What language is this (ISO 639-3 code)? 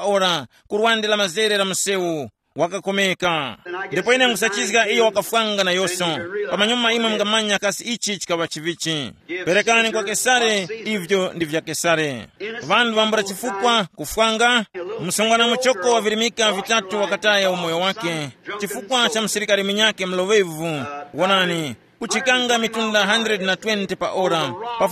tum